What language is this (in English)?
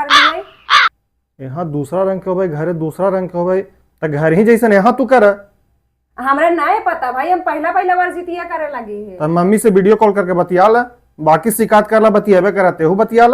Magahi